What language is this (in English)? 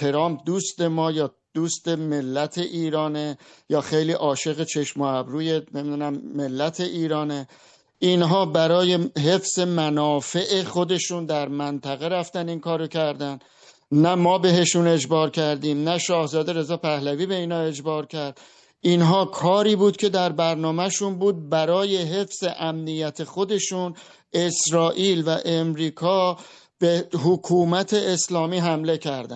Persian